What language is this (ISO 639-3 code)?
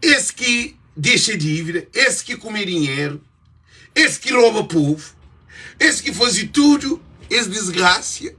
kea